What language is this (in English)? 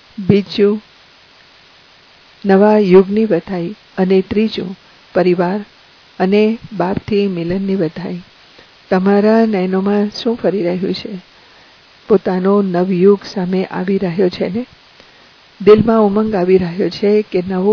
Gujarati